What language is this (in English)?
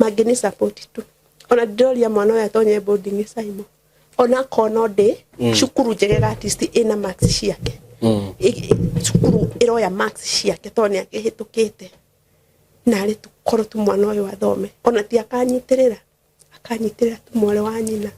Kikuyu